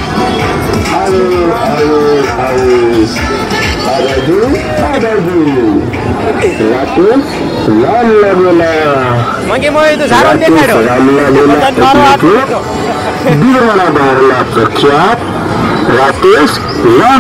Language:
Gujarati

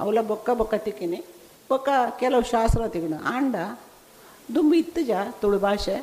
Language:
Tulu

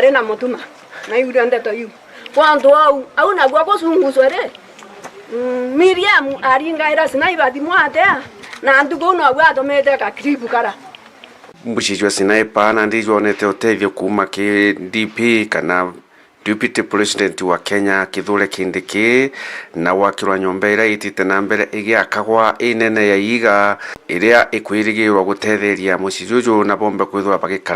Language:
Meru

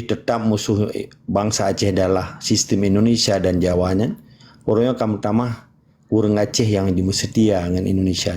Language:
Achinese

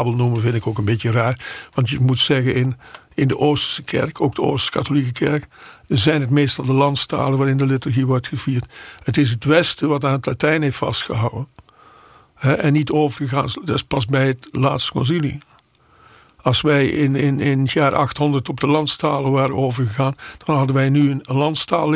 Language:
Dutch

